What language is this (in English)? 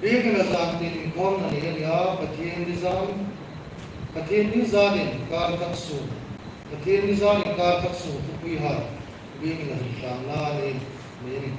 Hmar